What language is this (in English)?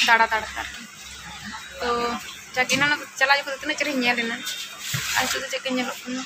Santali